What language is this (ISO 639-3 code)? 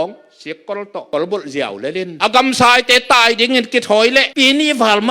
ctd